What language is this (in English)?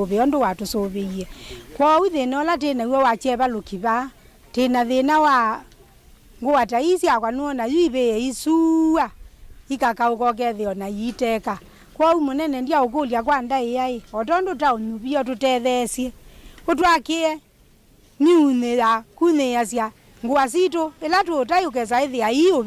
Kamba